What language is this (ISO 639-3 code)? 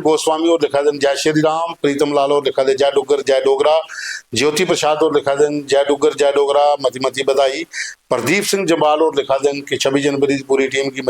doi